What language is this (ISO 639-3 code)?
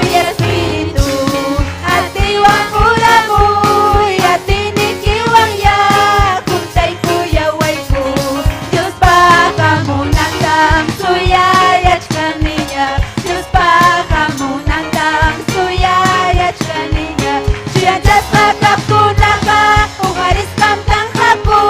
quy